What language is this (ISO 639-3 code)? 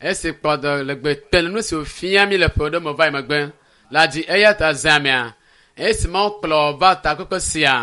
ewe